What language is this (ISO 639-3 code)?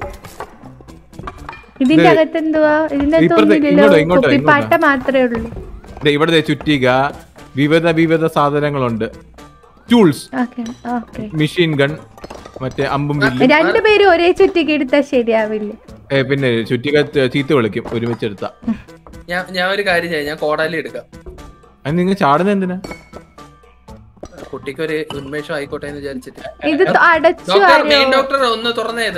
mal